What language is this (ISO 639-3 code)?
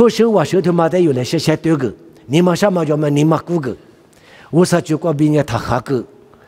lis